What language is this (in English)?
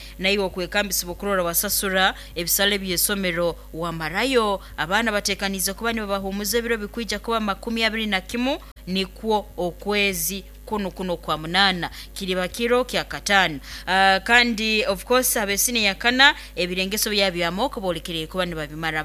Nyankole